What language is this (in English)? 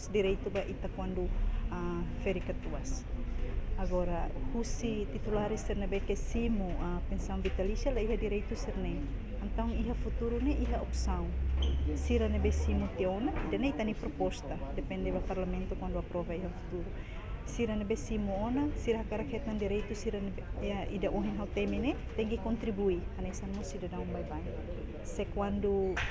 Tetum